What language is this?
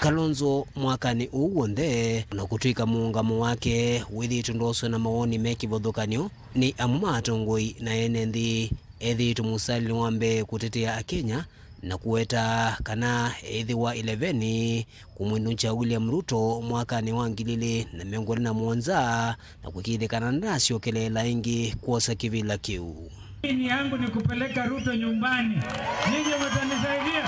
Kamba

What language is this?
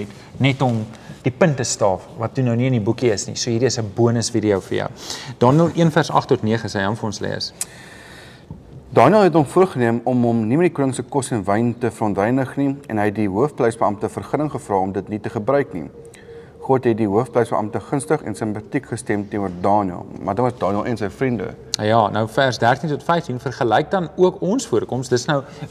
Afrikaans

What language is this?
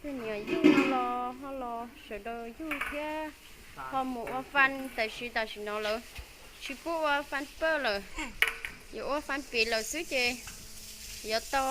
Hmong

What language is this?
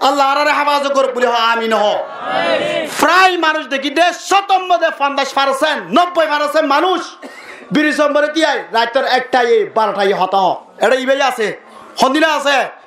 Rohingya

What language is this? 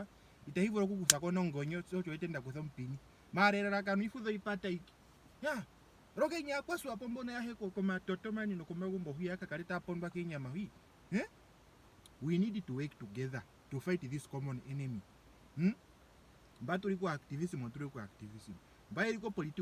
Ndonga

